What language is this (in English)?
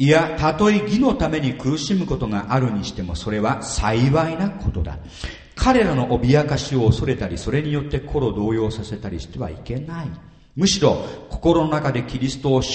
Japanese